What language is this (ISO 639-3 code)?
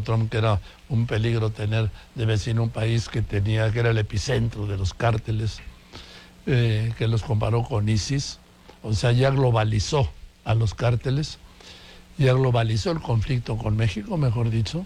spa